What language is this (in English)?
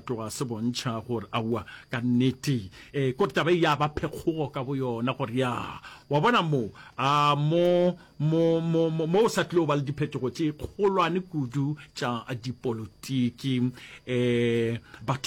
Northern Sotho